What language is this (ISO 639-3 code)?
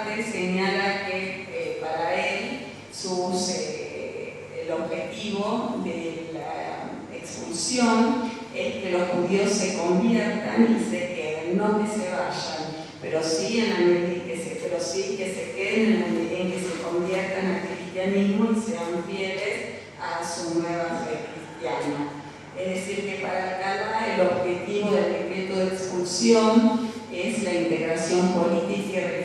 lad